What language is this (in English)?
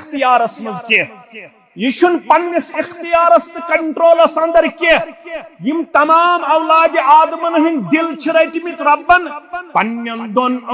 Kashmiri